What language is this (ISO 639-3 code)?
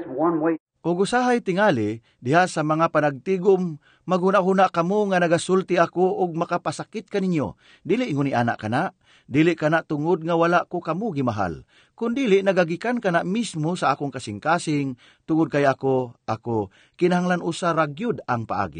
ceb